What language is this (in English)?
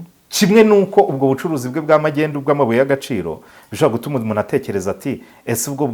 Kinyarwanda